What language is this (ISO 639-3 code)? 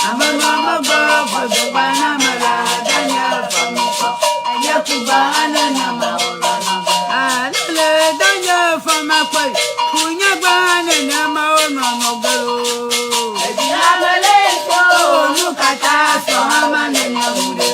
ewe